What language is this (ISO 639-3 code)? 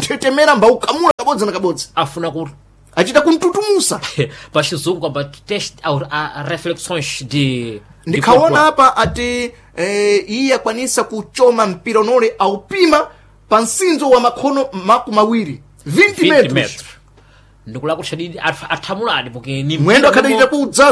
seh